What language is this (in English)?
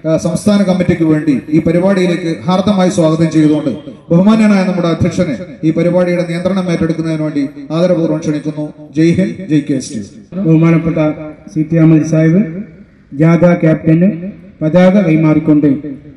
Malayalam